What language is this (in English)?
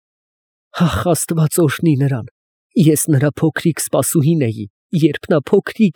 Armenian